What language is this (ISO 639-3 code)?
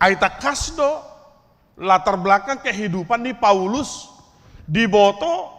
bbc